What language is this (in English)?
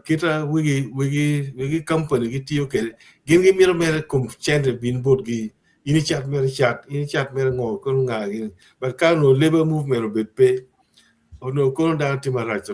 Acoli